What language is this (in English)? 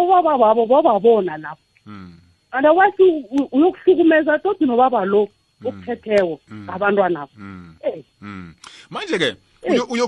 South Ndebele